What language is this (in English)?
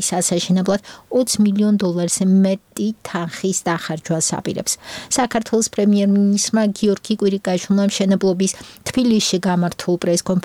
Georgian